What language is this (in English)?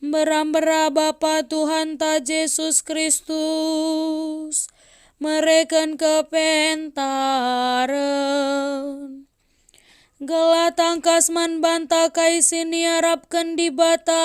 Batak Karo